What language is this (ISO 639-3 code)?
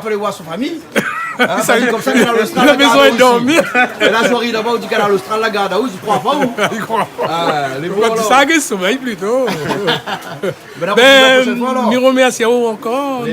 rcf